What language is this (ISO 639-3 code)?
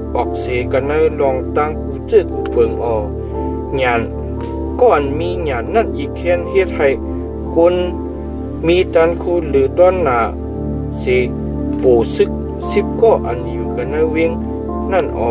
shn